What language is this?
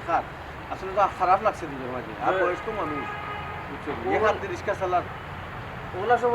Sylheti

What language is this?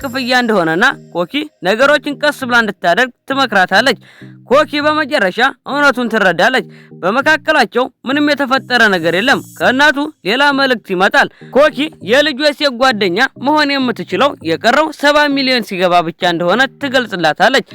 Amharic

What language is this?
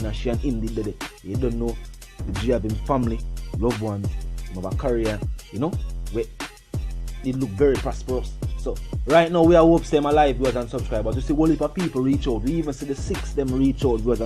Jamaican Creole English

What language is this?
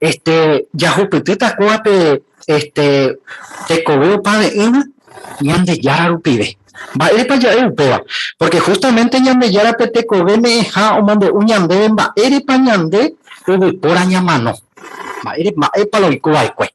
Guarani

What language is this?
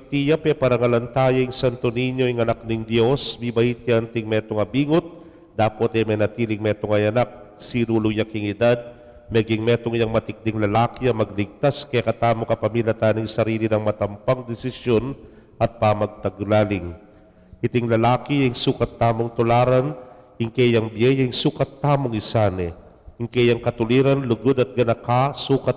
Pampanga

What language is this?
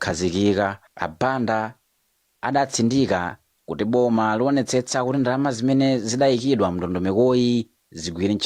Nyanja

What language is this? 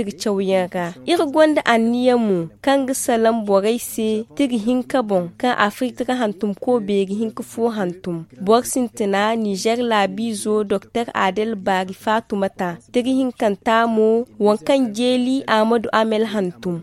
Zarma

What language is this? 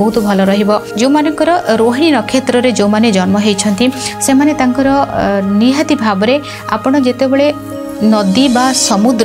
Odia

